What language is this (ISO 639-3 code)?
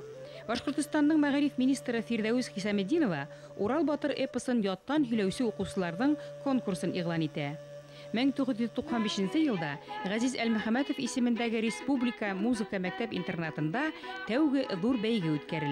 bak